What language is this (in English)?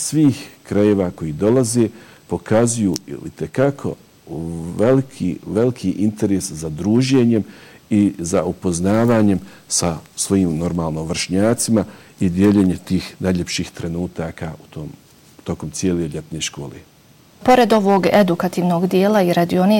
Bosnian